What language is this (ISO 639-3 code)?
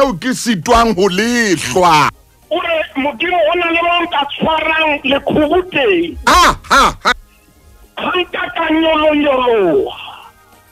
sot